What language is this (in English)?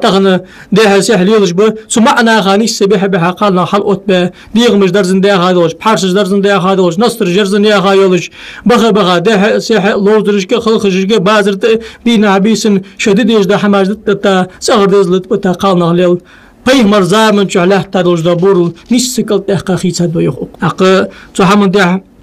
Ingush